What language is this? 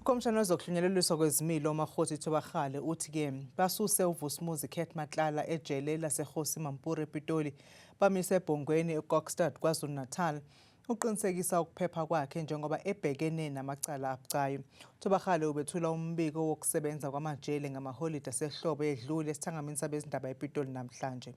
Zulu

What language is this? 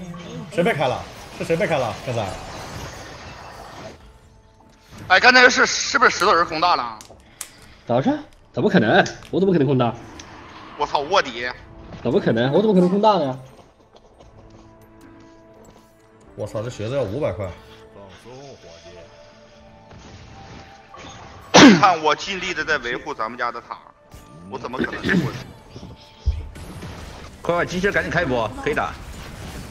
Chinese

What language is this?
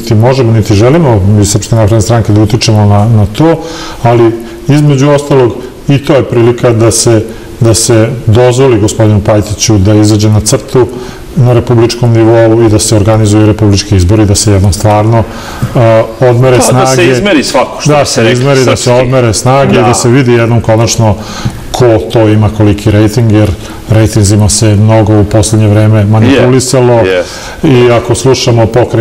Serbian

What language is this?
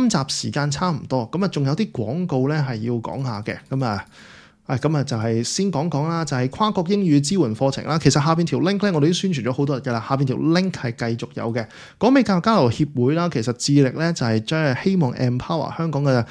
Cantonese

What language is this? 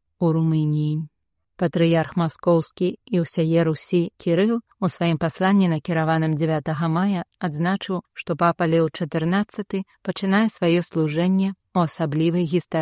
Belarusian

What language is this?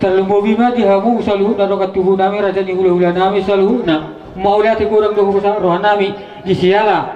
Batak Toba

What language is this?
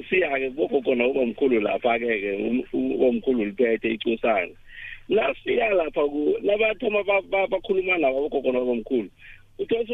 South Ndebele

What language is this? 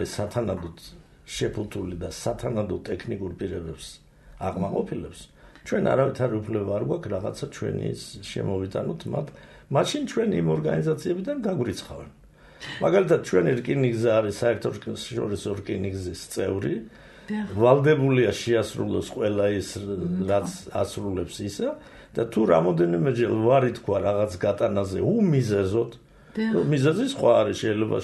Georgian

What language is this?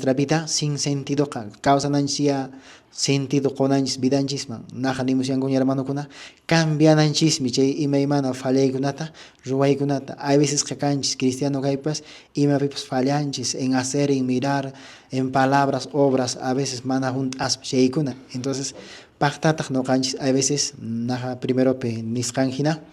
Quechua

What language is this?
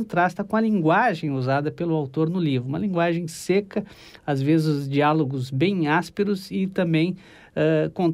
Portuguese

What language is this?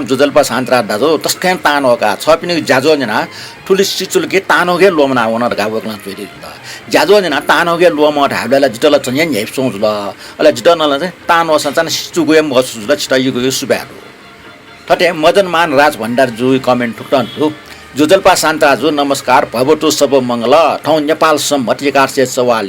Newari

